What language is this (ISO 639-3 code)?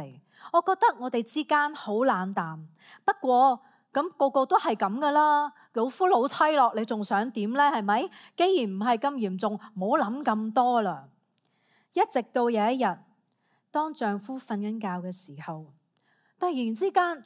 yue